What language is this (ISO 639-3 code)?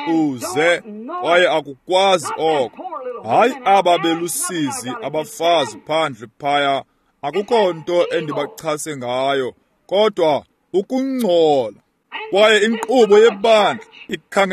xho